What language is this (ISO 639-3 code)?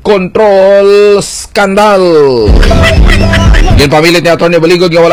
hil